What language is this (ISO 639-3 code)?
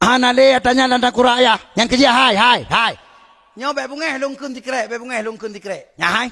ace